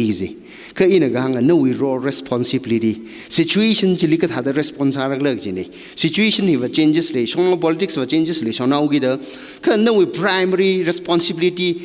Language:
Tangkhul Naga (India)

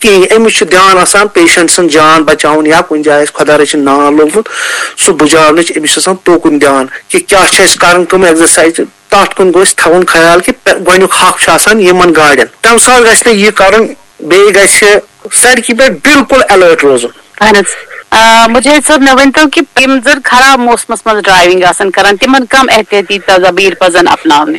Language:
Kashmiri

